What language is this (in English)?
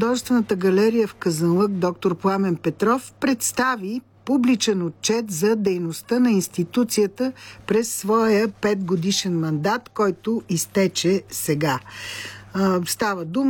Bulgarian